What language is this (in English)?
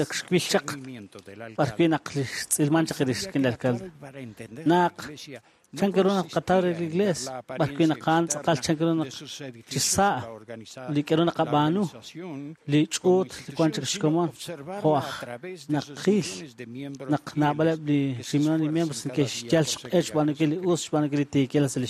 Kekchí